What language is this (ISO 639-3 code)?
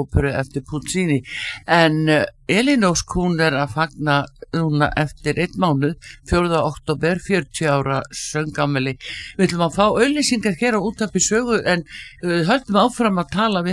isl